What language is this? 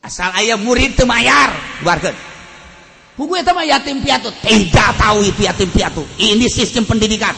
Sundanese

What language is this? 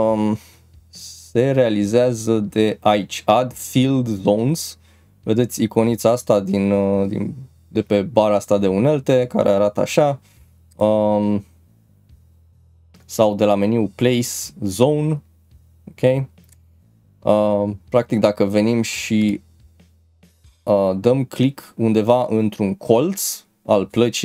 Romanian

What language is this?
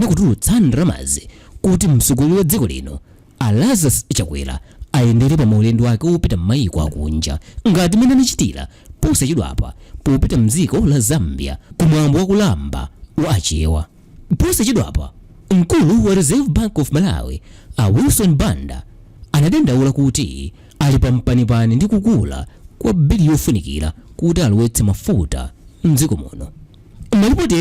Nyanja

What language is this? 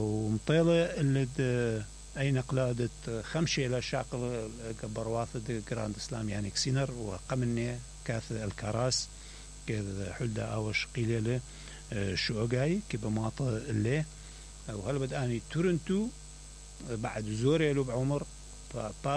Mesopotamian Arabic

